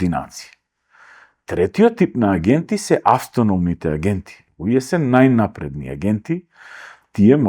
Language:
Macedonian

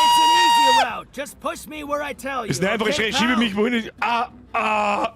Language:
Bavarian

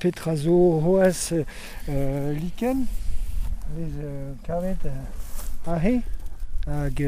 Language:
Breton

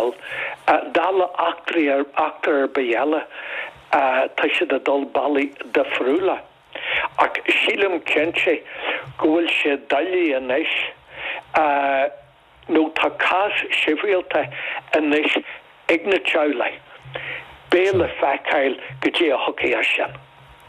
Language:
Irish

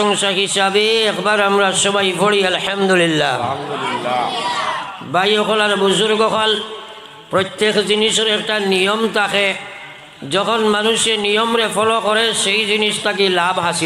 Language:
Sylheti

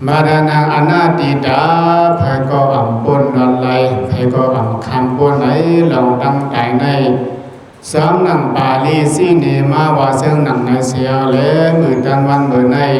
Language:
Shan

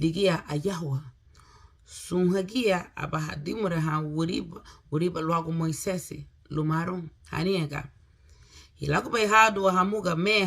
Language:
Garifuna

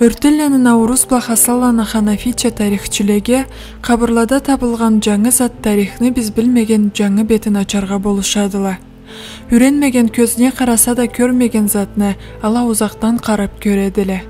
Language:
Karachay-Balkar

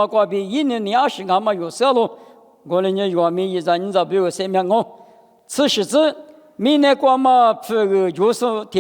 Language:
Lisu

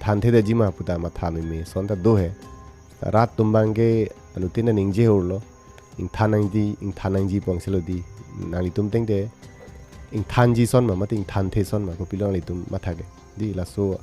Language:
Karbi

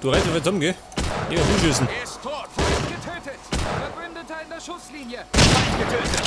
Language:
Bavarian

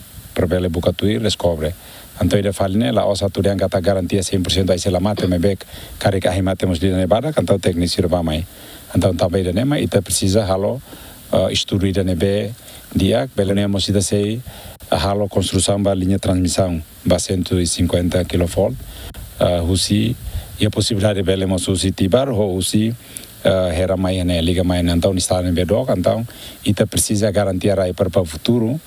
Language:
Tetum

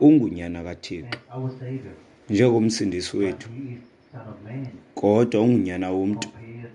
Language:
Xhosa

